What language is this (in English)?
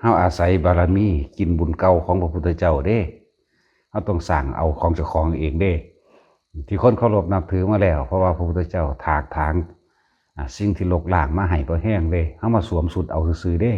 Lao